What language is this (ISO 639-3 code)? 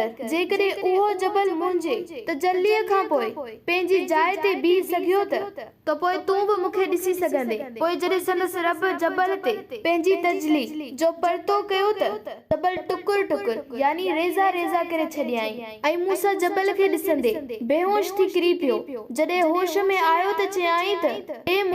snd